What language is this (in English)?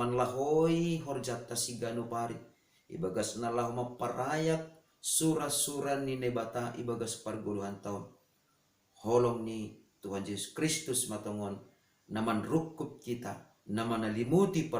Batak Simalungun